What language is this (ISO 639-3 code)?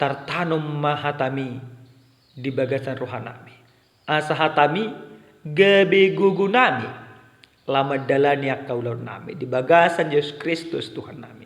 bbc